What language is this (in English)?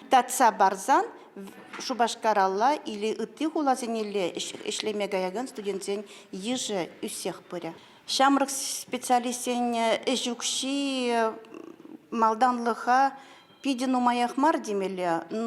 Chuvash